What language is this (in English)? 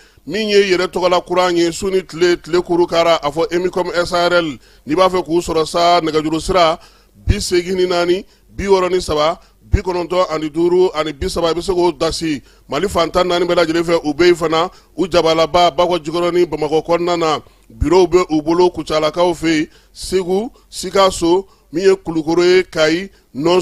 Bambara